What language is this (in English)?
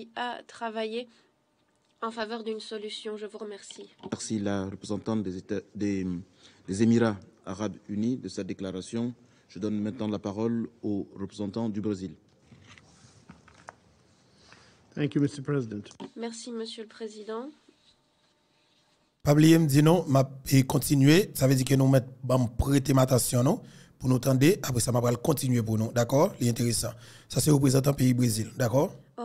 French